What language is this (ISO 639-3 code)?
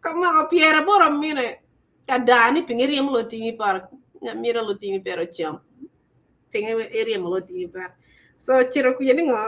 ach